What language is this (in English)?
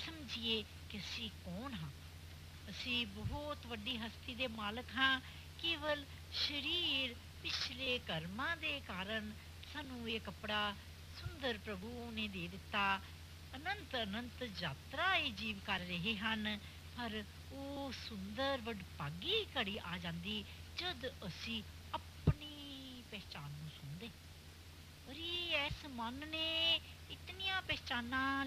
Punjabi